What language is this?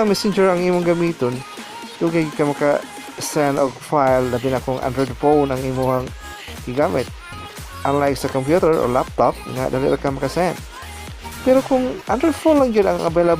Cebuano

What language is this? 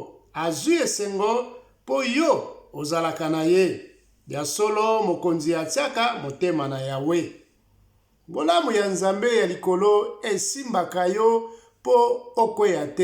Lingala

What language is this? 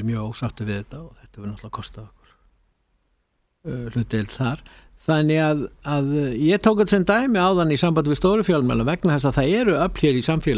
Icelandic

